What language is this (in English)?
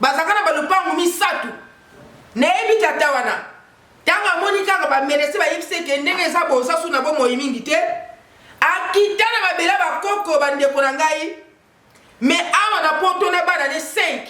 Lingala